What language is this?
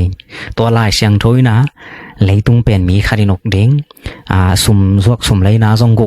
Tedim Chin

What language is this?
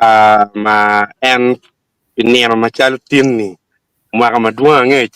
Acoli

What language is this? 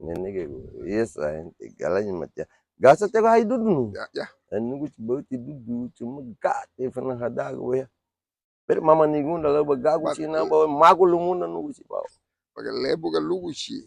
Garifuna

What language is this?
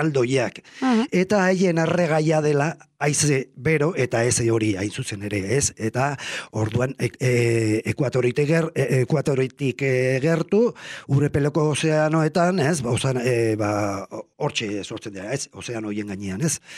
Basque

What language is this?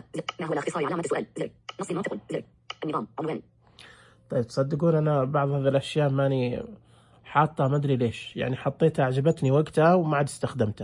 Najdi Arabic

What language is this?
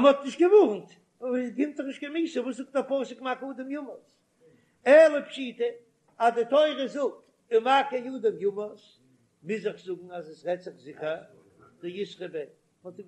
Yiddish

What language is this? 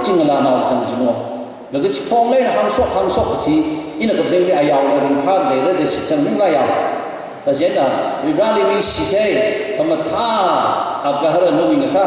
Tangkhul Naga (India)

